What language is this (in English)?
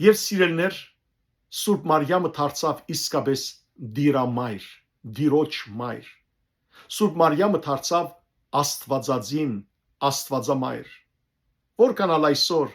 Western Armenian